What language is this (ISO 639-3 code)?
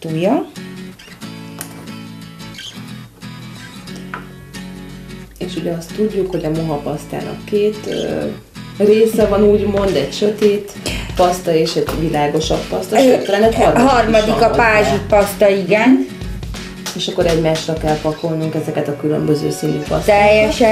hun